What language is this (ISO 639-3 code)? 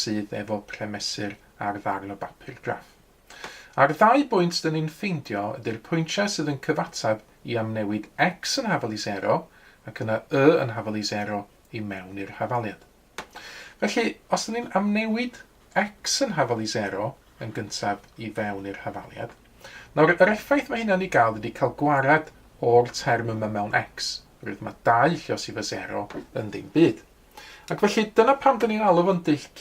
cym